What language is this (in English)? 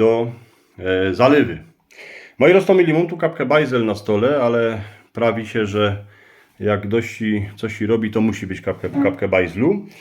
Silesian